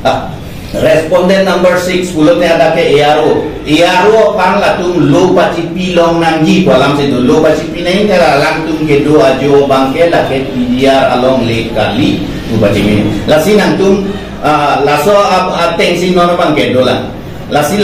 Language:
Karbi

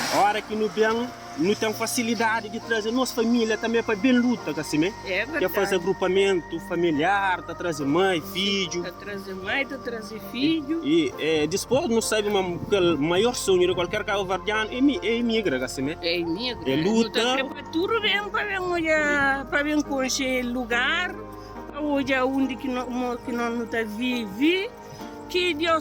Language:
Kabuverdianu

